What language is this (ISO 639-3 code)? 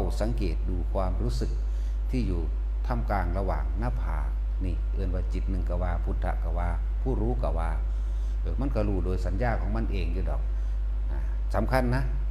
tts